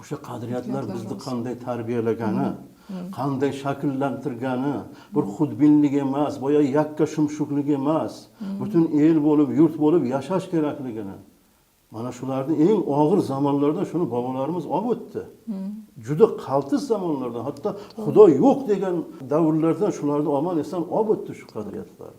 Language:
Uzbek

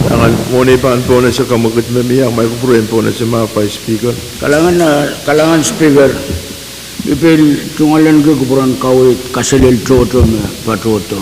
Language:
Pohnpeian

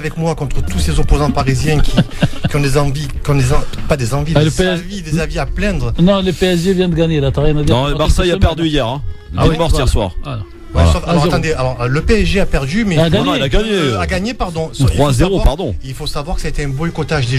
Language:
French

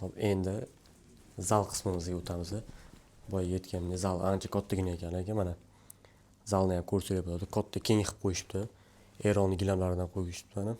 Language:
Uzbek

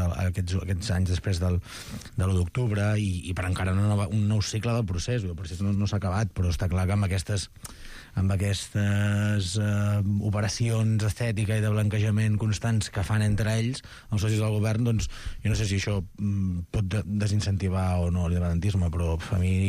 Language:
Catalan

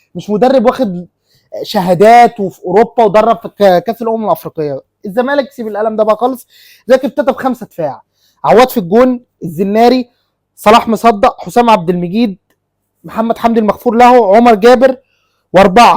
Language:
Egyptian Arabic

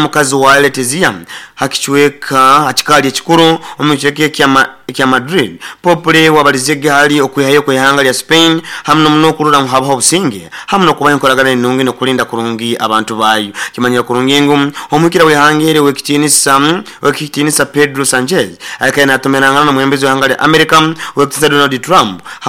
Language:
Nyoro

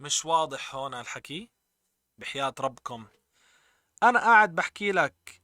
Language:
North Levantine Arabic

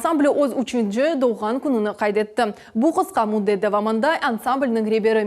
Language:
Crimean Tatar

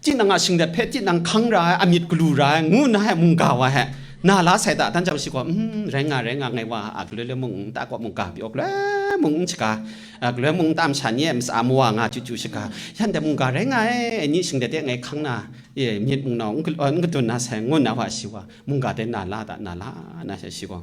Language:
Kachin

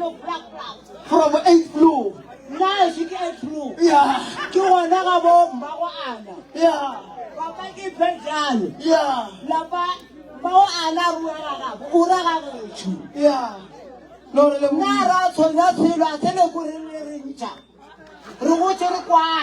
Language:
Northern Sotho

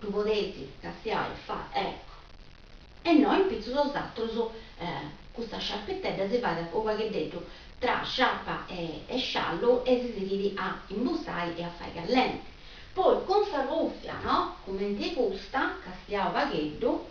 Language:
Sardinian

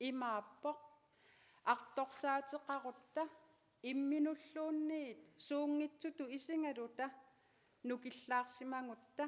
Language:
Kalaallisut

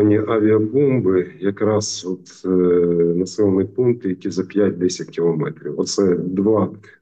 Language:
Ukrainian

